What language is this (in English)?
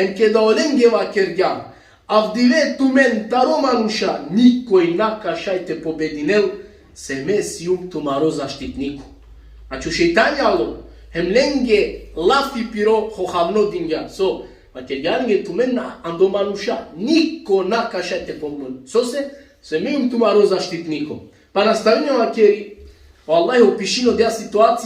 Balkan Romani